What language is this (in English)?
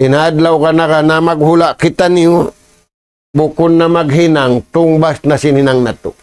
Tausug